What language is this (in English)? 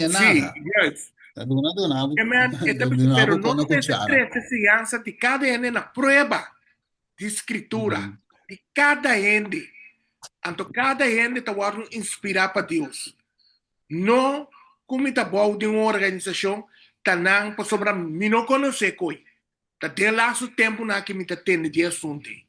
Papiamento